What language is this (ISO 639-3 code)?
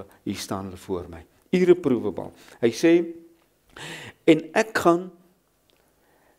afr